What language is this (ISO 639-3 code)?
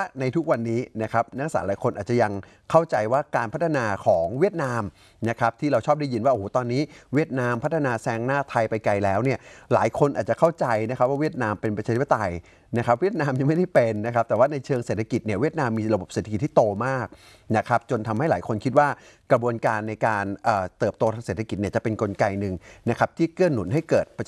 tha